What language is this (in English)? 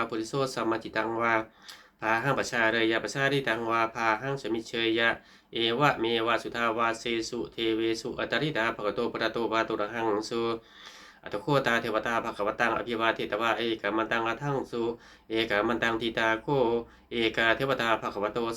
Pali